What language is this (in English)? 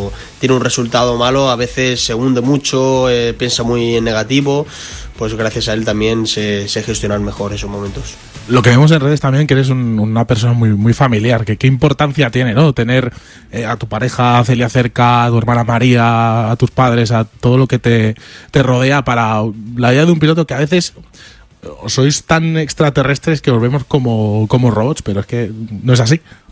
Spanish